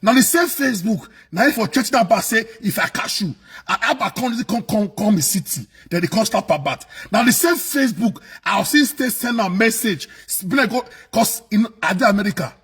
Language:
Nigerian Pidgin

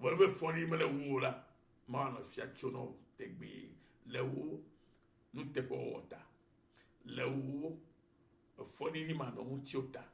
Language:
Ewe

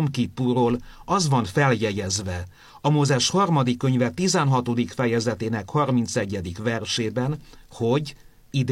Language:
Hungarian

